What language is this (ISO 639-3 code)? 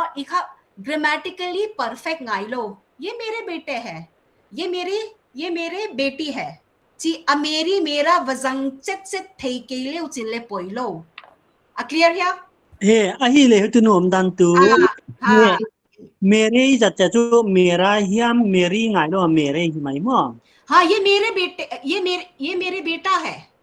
pck